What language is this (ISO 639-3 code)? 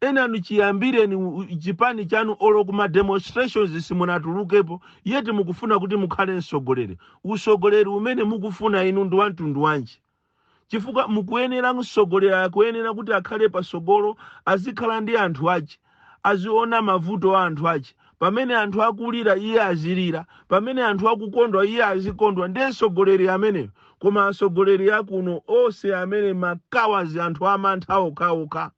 nya